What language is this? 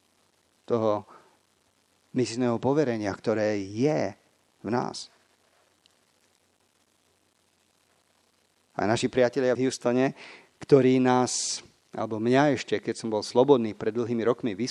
Slovak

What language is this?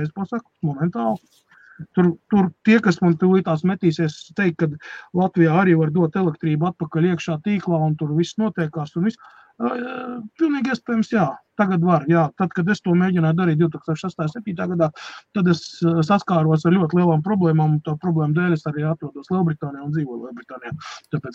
Latvian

